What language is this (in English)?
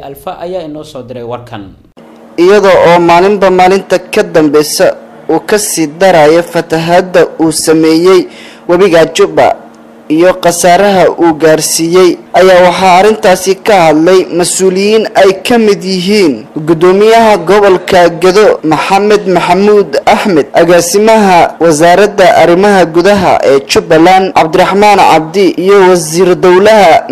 Somali